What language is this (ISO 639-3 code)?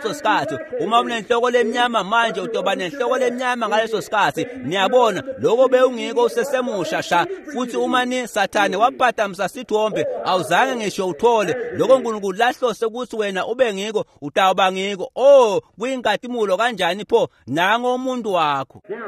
ssw